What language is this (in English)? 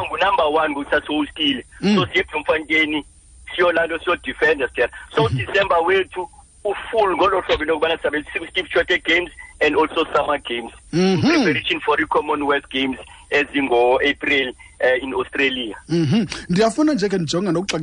Xhosa